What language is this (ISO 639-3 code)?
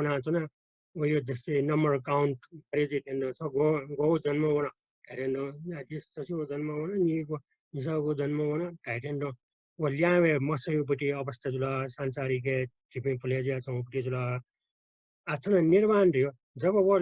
new